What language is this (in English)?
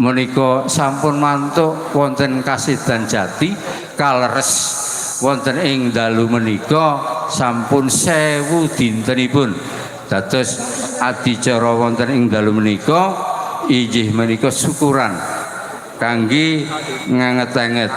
Javanese